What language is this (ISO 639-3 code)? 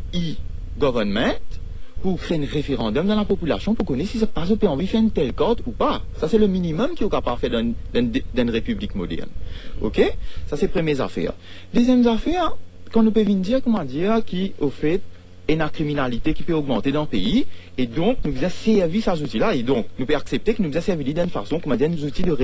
mfe